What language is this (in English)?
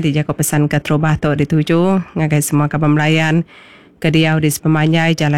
Iban